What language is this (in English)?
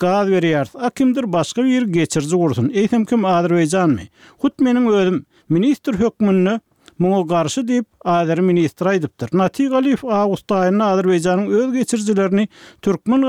Turkmen